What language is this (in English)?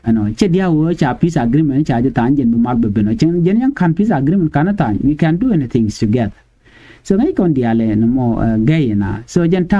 Nuer